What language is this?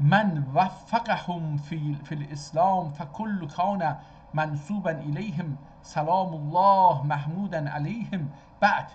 South Azerbaijani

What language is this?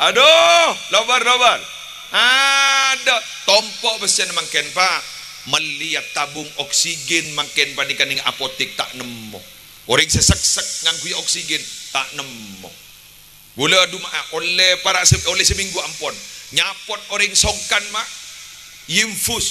Madurese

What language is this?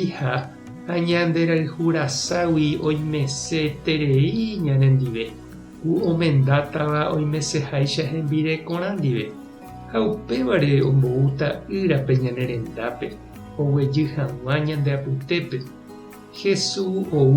Guarani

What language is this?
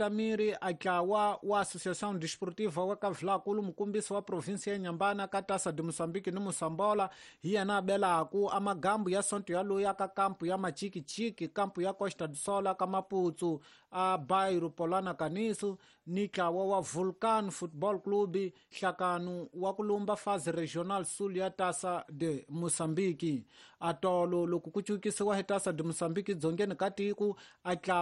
Tsonga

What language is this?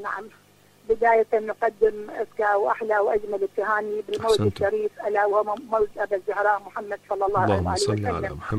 Arabic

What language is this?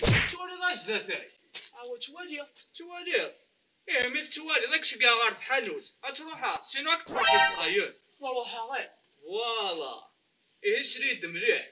Kabyle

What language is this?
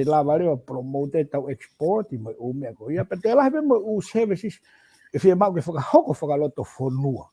Tongan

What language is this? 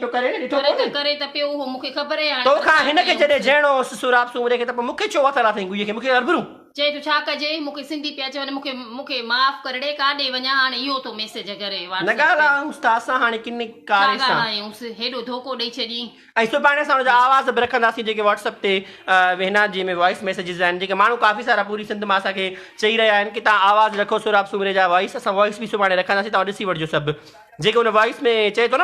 Sindhi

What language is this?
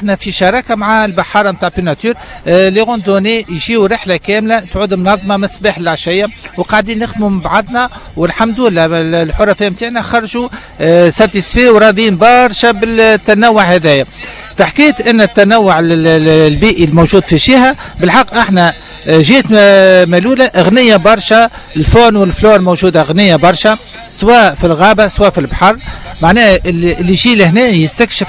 Tunisian Arabic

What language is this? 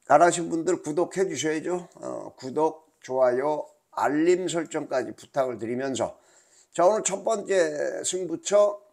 Korean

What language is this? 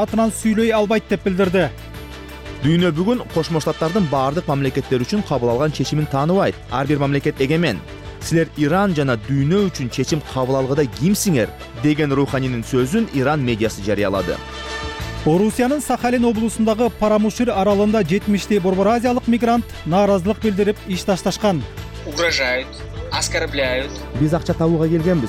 Kyrgyz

